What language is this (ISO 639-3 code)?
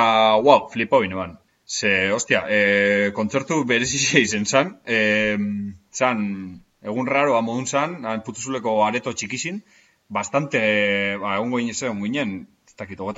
eus